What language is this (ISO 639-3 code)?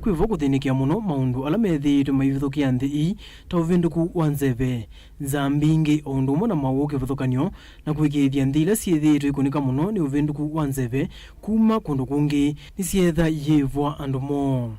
kam